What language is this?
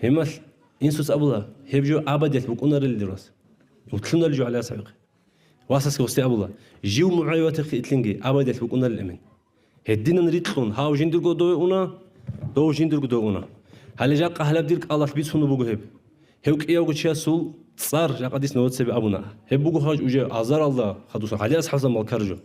Avaric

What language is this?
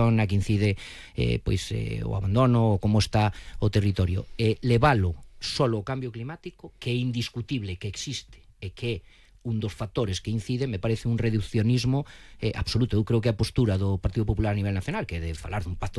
Galician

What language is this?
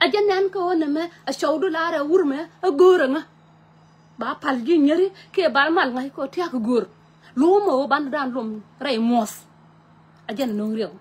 Nuer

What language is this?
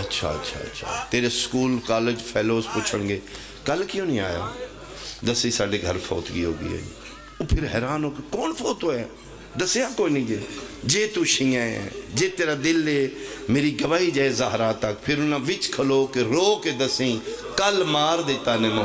Pahari-Potwari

